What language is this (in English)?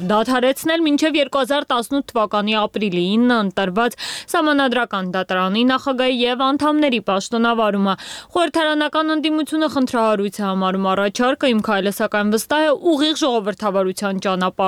Armenian